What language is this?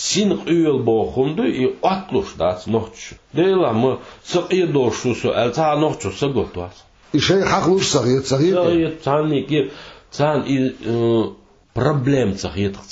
Chechen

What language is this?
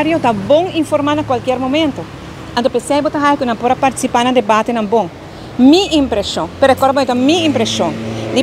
Papiamento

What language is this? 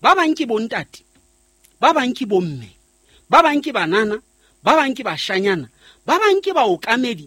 Southern Sotho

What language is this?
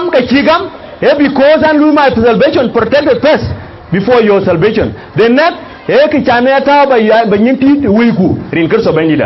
Dinka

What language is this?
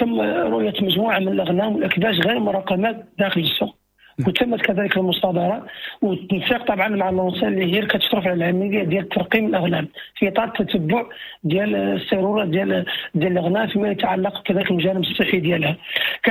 Moroccan Arabic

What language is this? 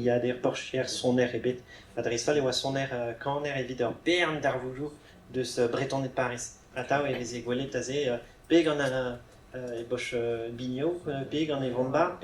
Breton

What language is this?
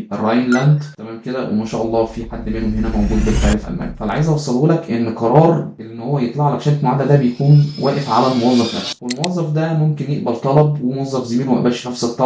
Egyptian Arabic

